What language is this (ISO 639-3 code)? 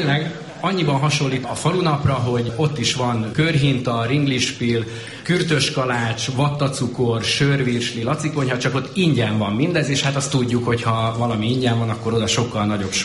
hun